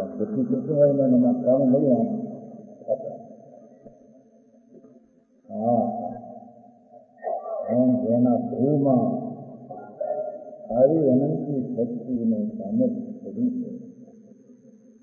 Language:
Gujarati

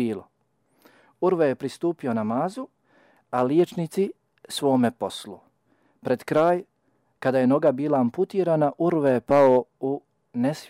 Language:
Bosnian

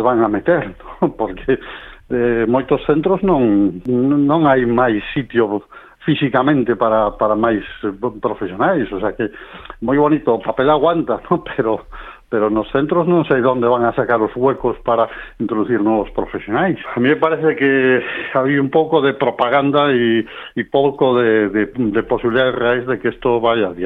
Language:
Galician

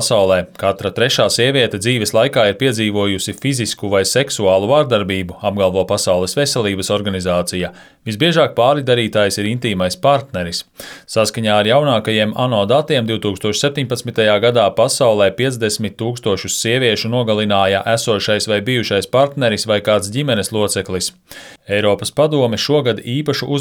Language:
Latvian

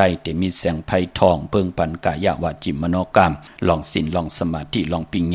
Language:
Shan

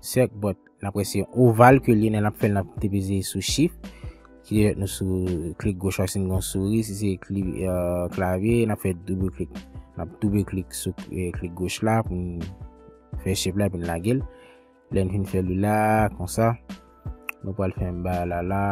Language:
Haitian Creole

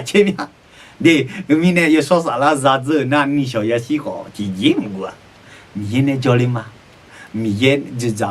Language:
Akha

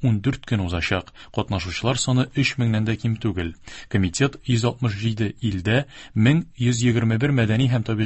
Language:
Tatar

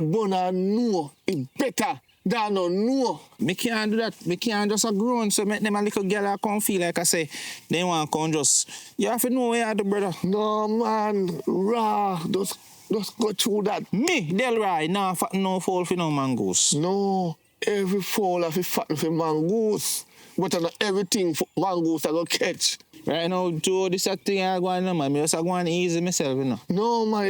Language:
Jamaican Creole English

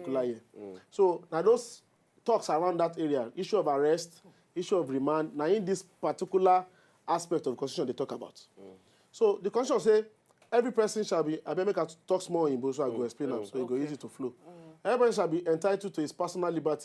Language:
Nigerian Pidgin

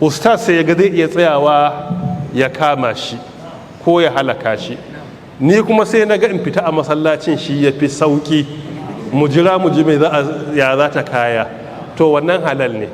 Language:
Hausa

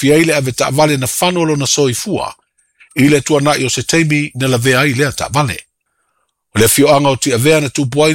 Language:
Samoan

